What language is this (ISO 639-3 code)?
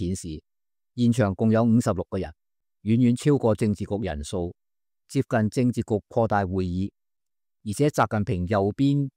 yue